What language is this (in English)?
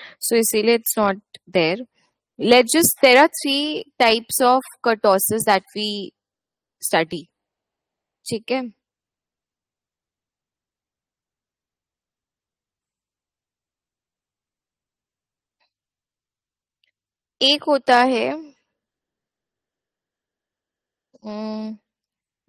Hindi